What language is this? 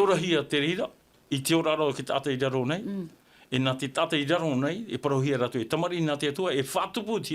Tahitian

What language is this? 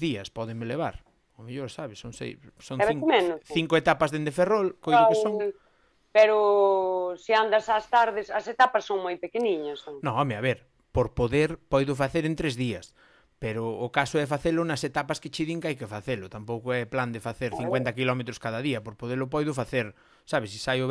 Galician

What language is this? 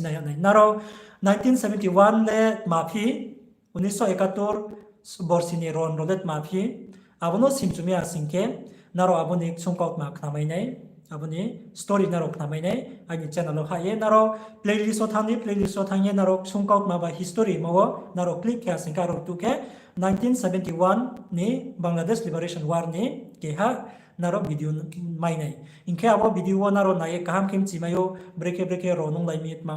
Riang (India)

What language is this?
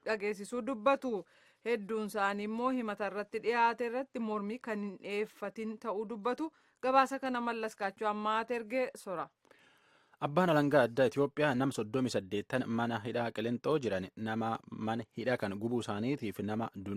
Oromo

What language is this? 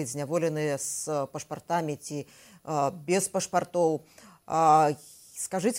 Belarusian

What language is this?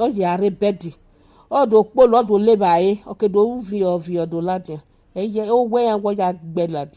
Nigerian Pidgin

